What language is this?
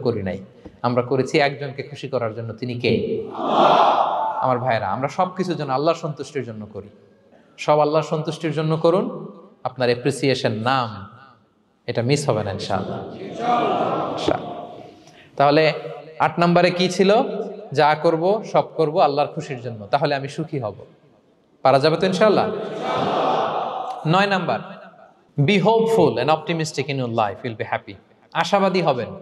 Bangla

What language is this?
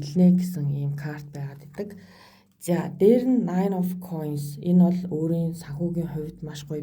Mongolian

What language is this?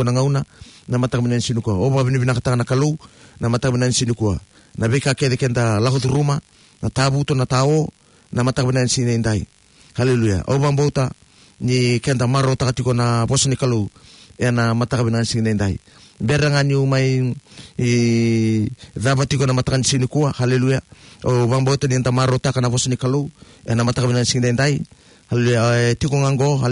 Fijian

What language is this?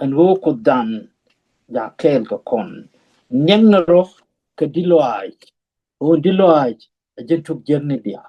Nuer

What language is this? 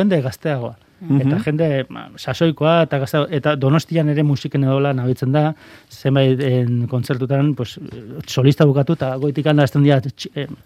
Basque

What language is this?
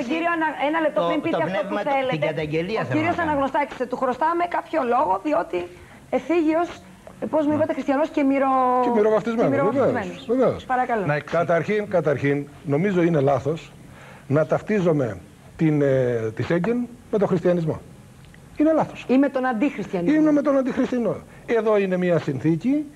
Greek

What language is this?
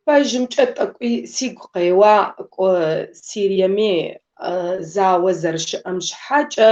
Kabardian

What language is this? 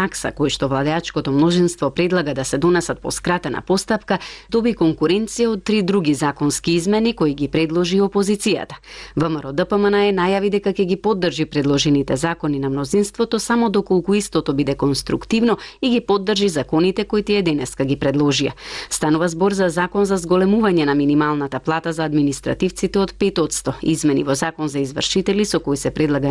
Macedonian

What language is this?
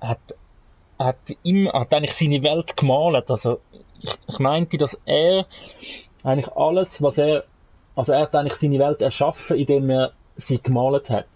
Swiss German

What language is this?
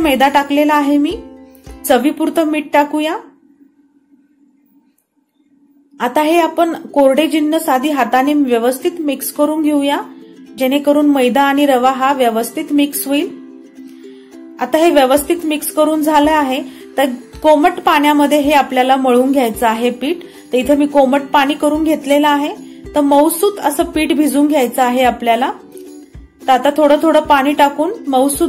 Marathi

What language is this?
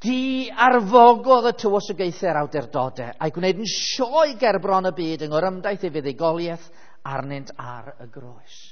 Welsh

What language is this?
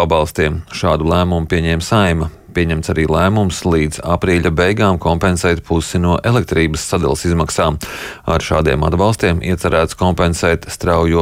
Latvian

